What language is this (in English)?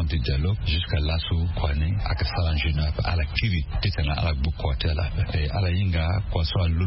Sango